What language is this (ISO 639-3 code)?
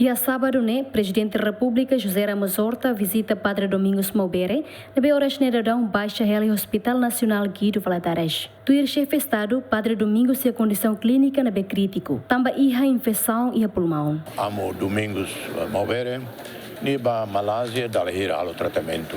tet